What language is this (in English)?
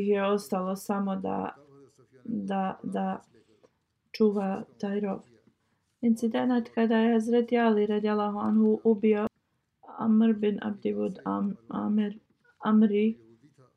Bosnian